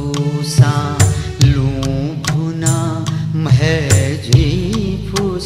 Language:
Newari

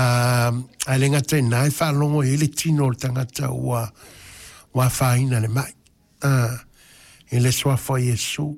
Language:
Samoan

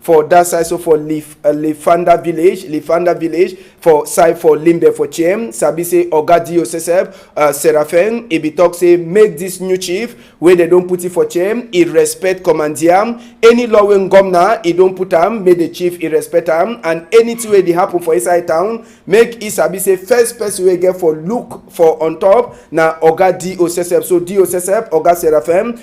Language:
Cameroon Pidgin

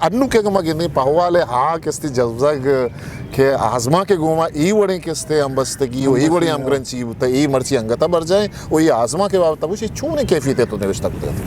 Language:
Eastern Balochi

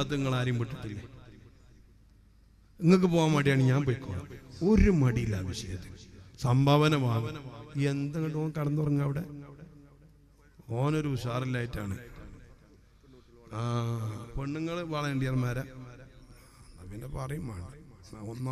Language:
Malayalam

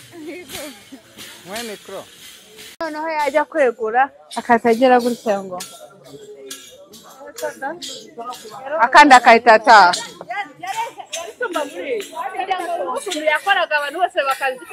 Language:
Kinyarwanda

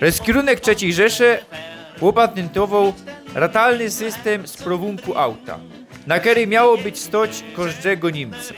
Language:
Silesian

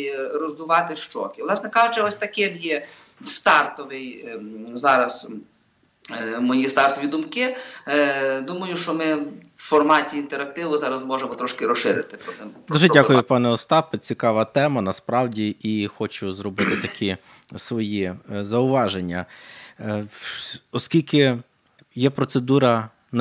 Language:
Ukrainian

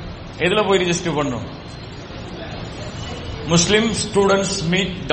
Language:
Tamil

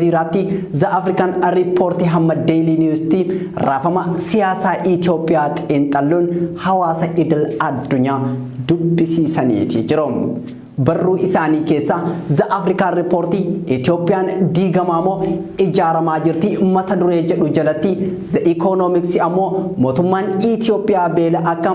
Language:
Oromo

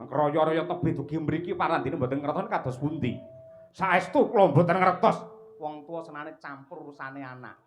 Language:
Javanese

